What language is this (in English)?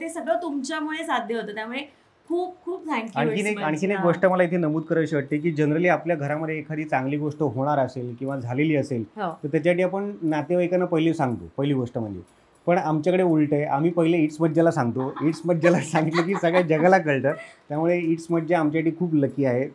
Marathi